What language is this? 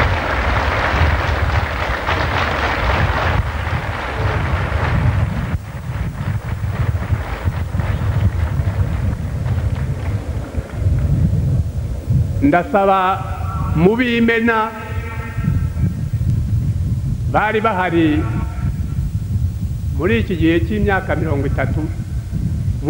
Kinyarwanda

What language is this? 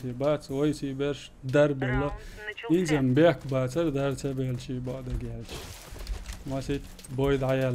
Chechen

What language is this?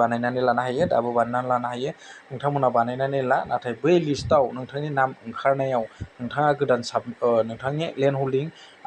Bodo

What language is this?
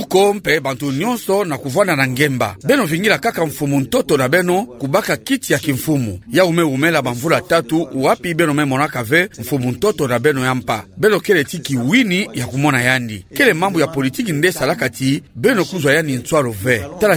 Kituba (Democratic Republic of Congo)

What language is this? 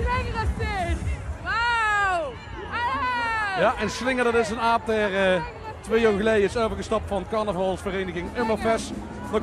Limburgish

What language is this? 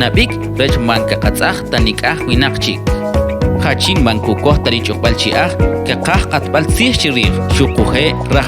Kʼicheʼ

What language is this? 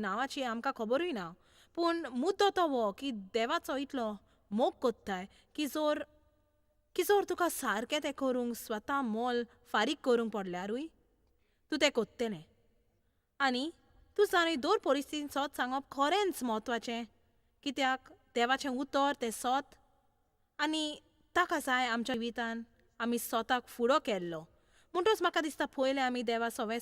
Konkani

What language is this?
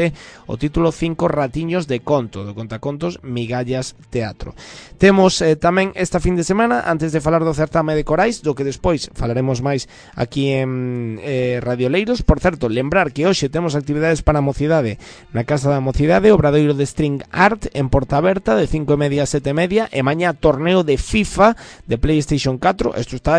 Galician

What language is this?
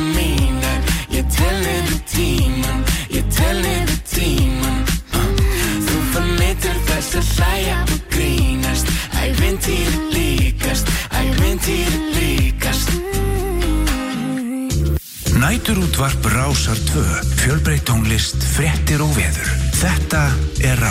Icelandic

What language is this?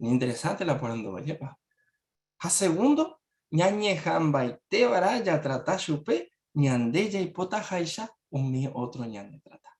Guarani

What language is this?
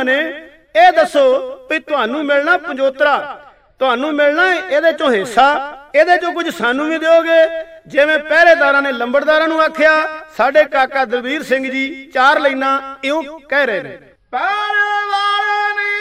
Punjabi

